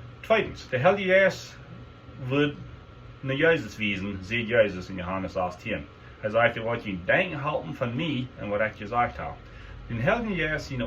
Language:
Plautdietsch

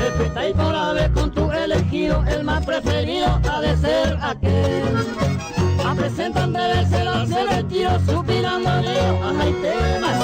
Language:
Guarani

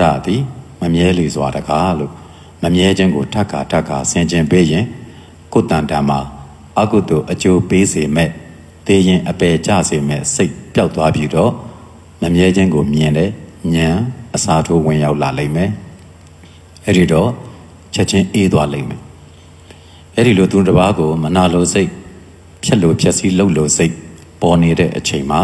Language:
Burmese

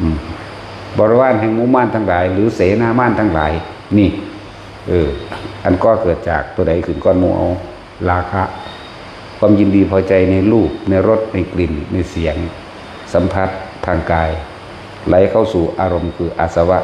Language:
Northeastern Thai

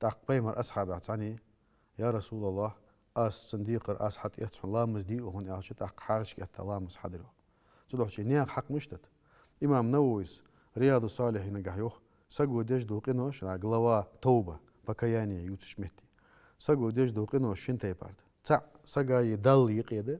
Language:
Ingush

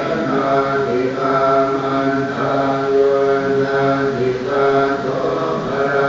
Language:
Pali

